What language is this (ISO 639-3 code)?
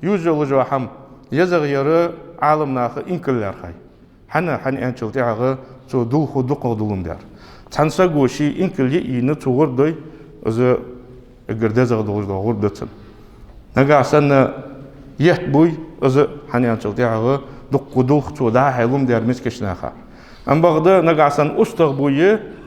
inh